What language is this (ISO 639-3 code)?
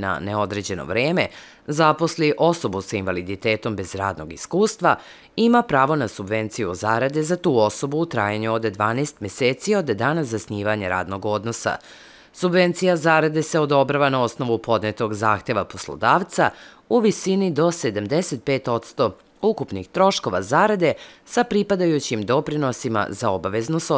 srp